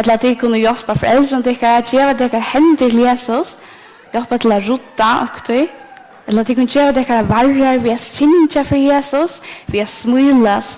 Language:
Faroese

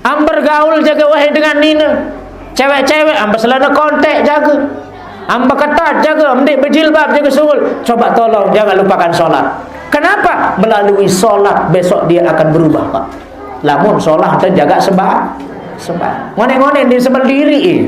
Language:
Sasak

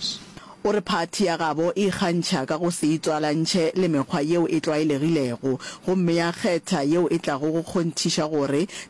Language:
Northern Sotho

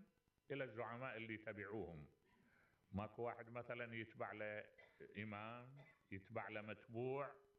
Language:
Mesopotamian Arabic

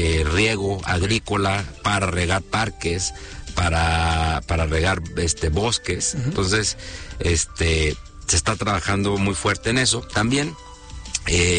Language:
Spanish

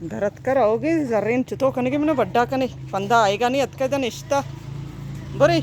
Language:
Baluchi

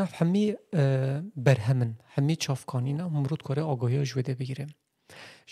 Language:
Kurdish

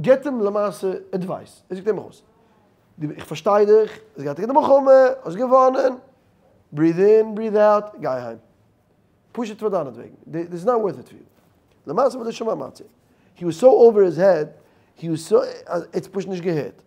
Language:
Yiddish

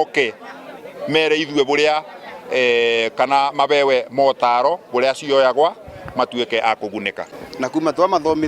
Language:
Kikuyu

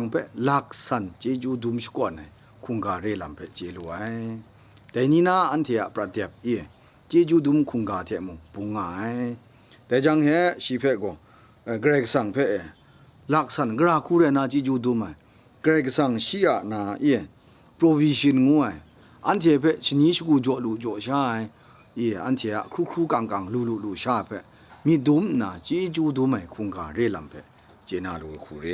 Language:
Kachin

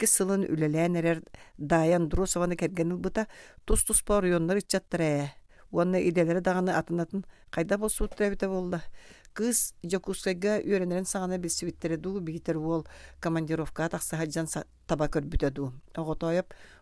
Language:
Yakut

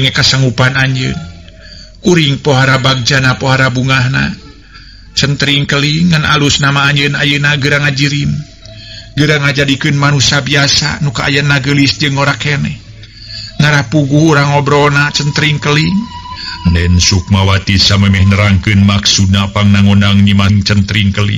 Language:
Sundanese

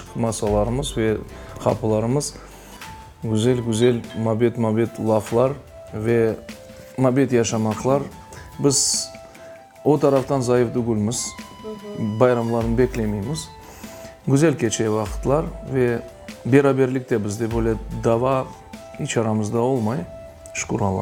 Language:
Crimean Tatar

